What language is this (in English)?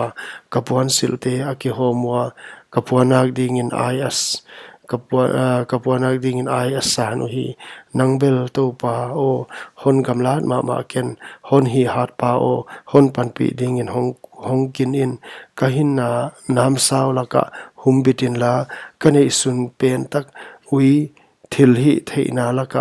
Paite Chin